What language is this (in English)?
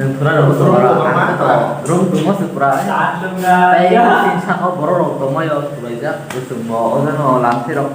Kok Borok